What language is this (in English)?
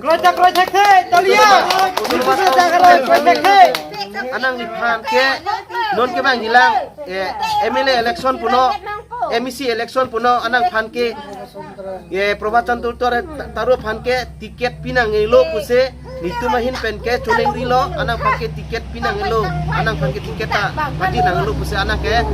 Karbi